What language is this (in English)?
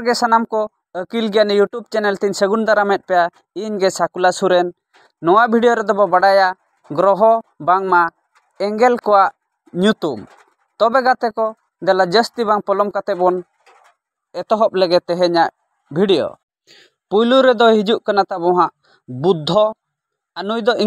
Santali